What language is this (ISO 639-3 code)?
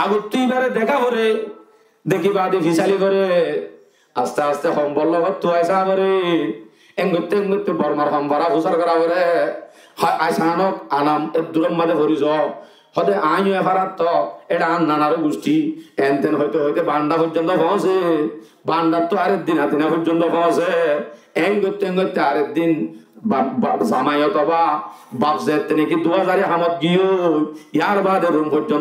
rhg